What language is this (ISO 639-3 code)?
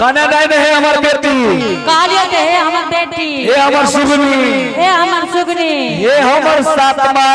anp